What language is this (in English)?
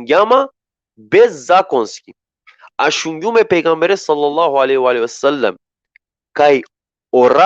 Balkan Romani